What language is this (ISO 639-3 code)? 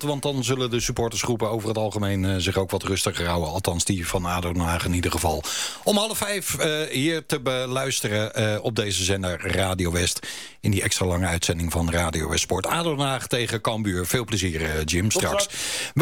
nld